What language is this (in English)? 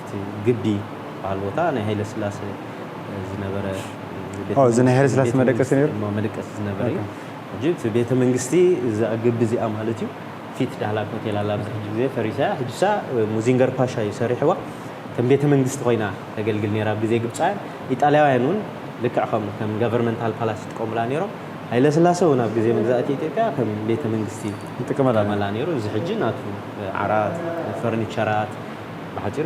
Tigrinya